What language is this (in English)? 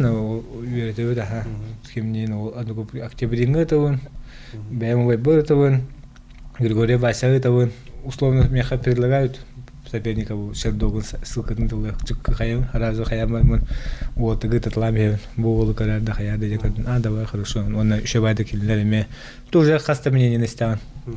Yakut